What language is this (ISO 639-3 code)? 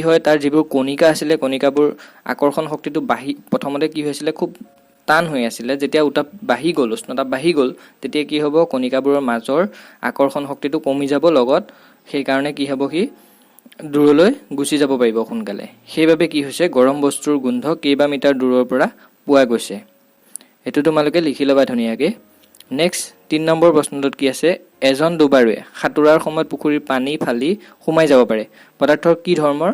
asm